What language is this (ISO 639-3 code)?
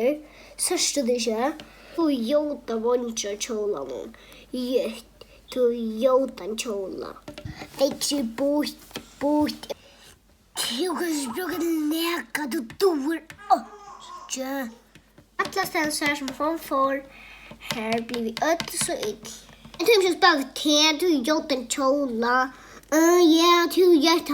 fao